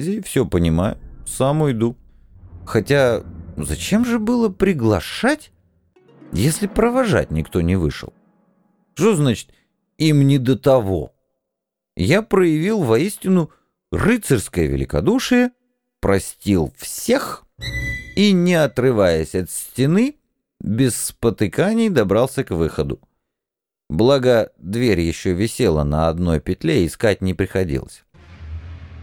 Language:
Russian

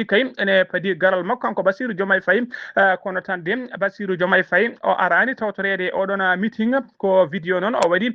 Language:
Fula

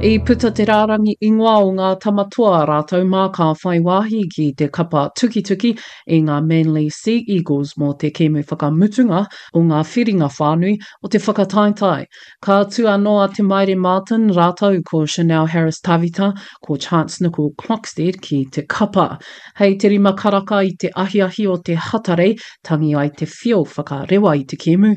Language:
Māori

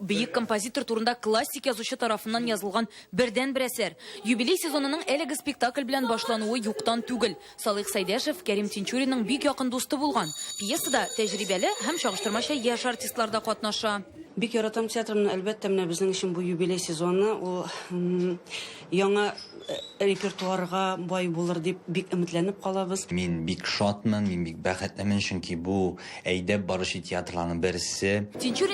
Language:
Tatar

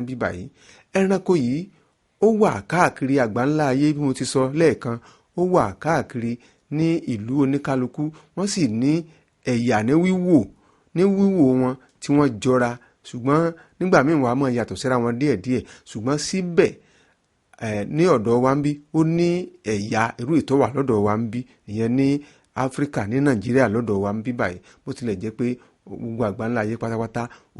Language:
Yoruba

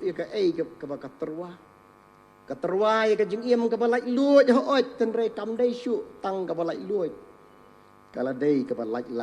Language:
Khasi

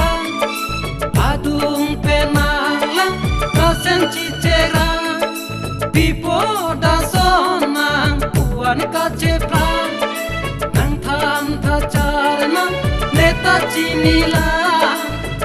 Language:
Karbi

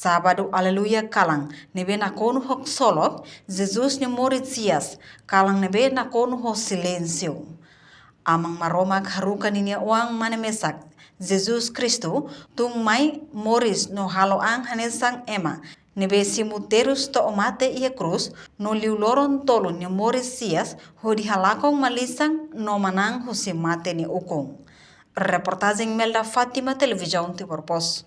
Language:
Tetum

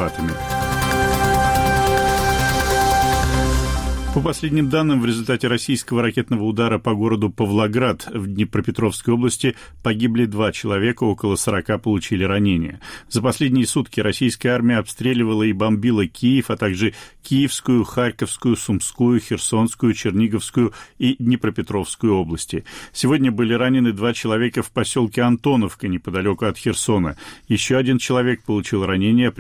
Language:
Russian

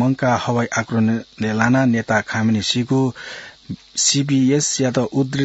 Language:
Newari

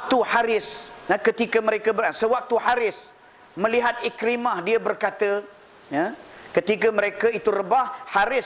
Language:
Malay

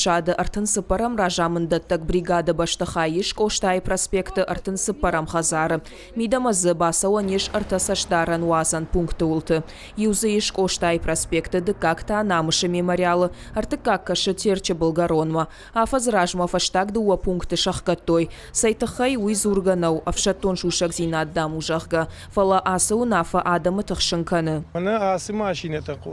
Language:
Ossetic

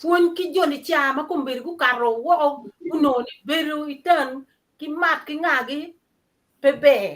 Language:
Acoli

